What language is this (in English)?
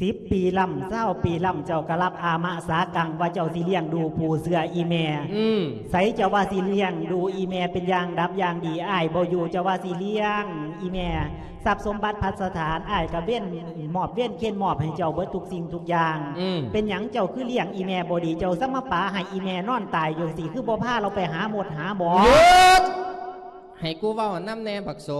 Lao